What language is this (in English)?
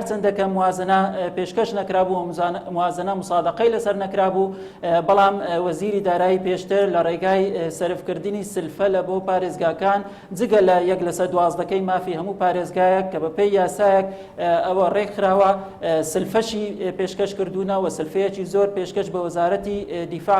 Central Kurdish